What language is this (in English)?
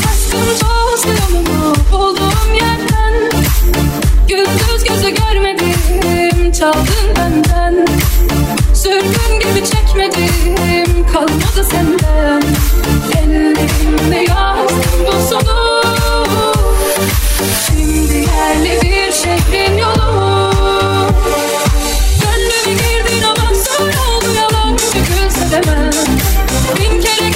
Turkish